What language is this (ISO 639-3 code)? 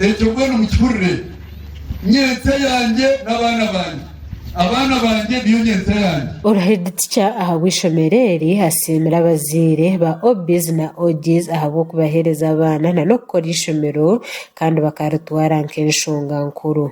nyn